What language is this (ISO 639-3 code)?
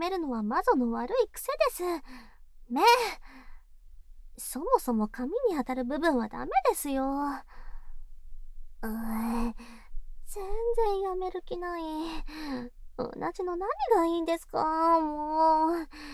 jpn